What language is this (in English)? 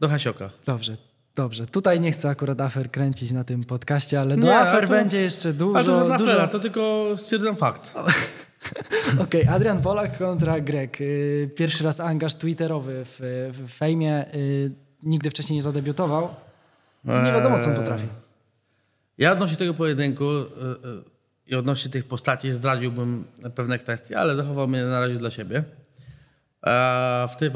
Polish